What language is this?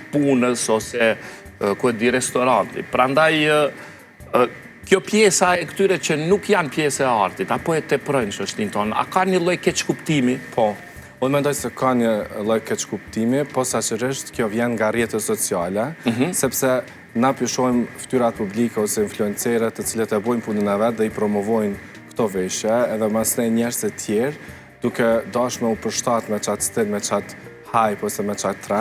Albanian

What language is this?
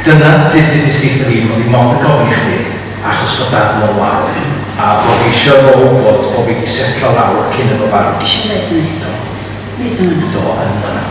Welsh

